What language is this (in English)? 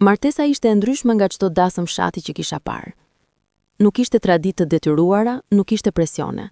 Albanian